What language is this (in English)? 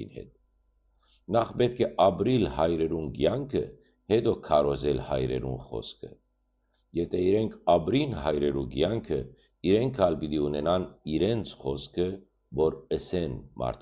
Western Armenian